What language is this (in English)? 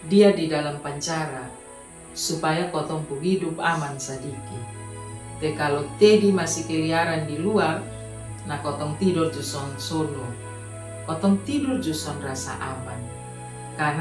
Kupang Malay